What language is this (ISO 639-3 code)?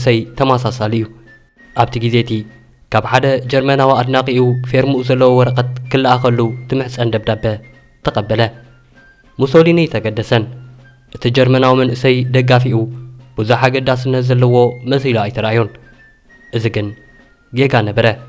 tir